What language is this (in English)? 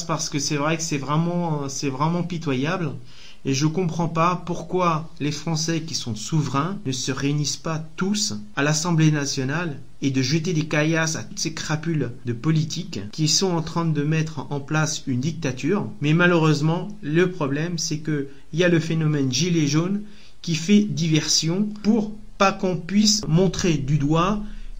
French